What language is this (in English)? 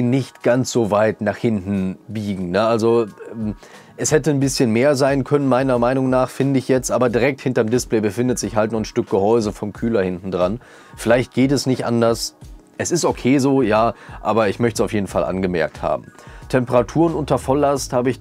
German